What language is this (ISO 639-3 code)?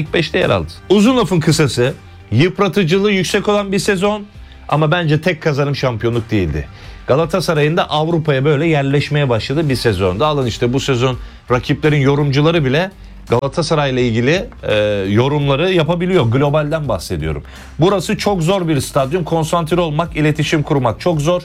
tur